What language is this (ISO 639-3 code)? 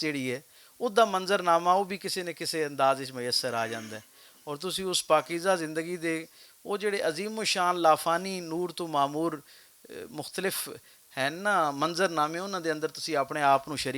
lah